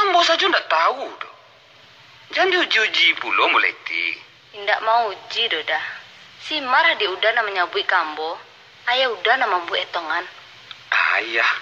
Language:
Minangkabau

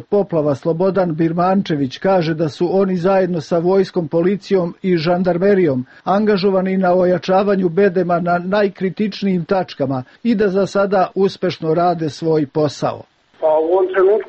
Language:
Serbian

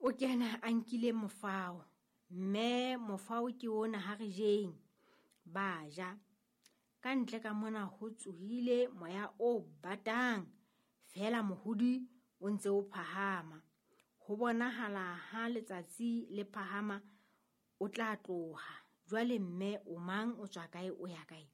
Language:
Southern Sotho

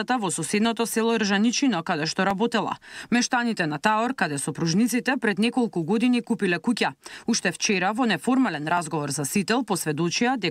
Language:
Macedonian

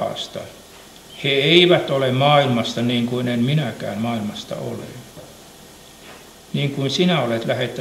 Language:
Finnish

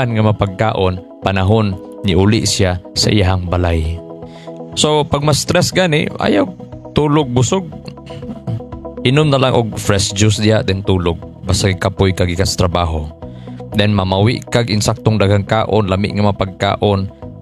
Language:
Cebuano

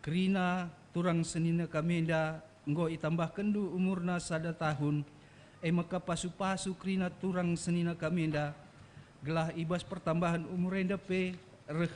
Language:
Batak Karo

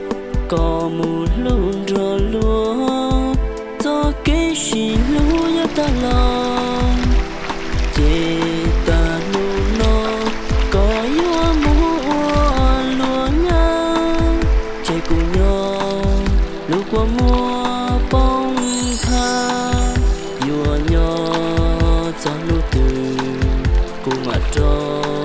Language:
Hmong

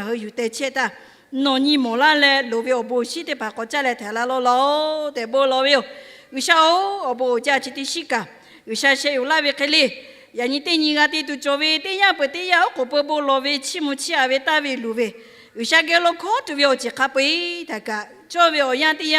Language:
Lahu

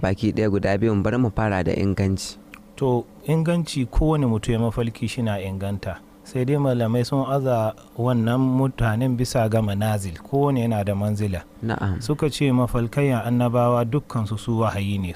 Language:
Hausa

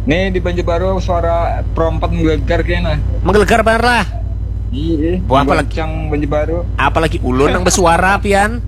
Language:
Banjar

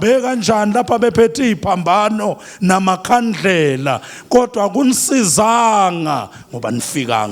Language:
Zulu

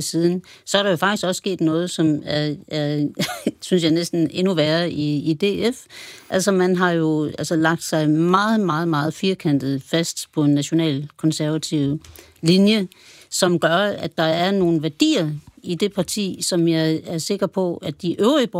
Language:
Danish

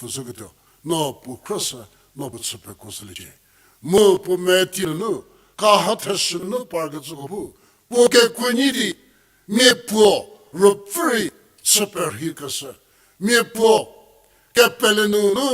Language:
Angami Naga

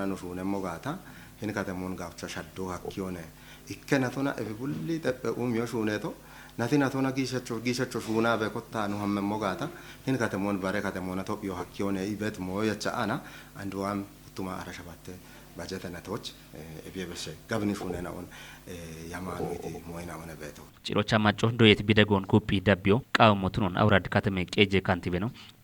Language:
Kafa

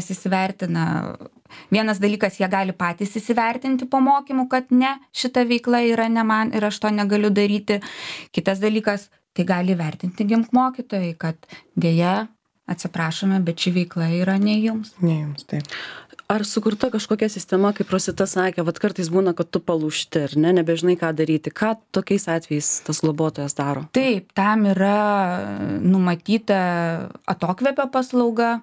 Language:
Lithuanian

